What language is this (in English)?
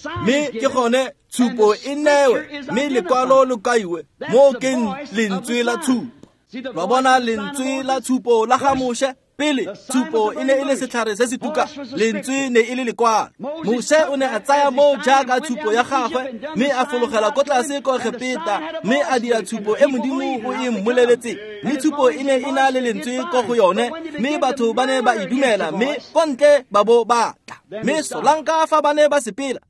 Tswana